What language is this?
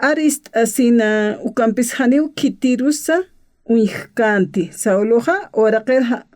Aymara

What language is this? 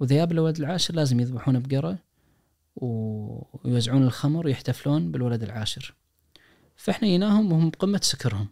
Najdi Arabic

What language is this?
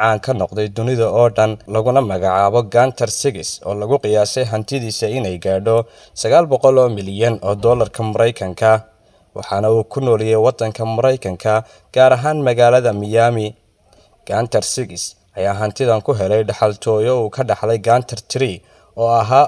Somali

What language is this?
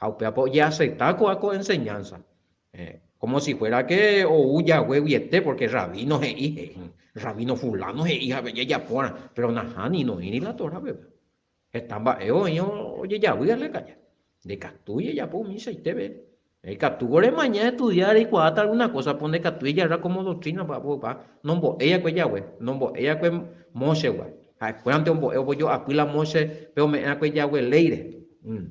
Guarani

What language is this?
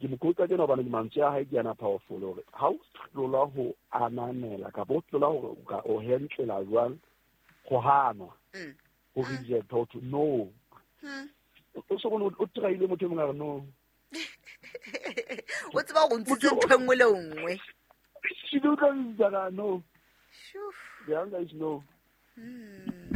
Southern Sotho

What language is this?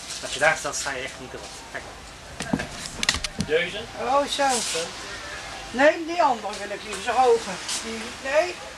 Dutch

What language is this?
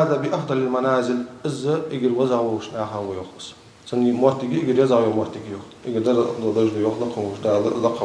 Ingush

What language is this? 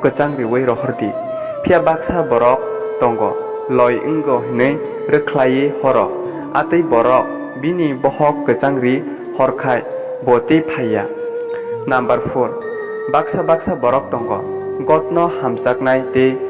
Kok Borok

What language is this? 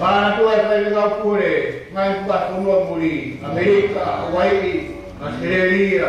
Tongan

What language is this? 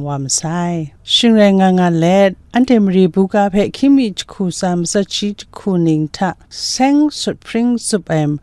Kachin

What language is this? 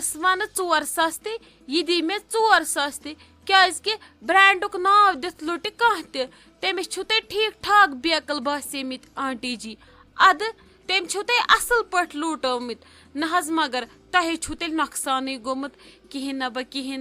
Kashmiri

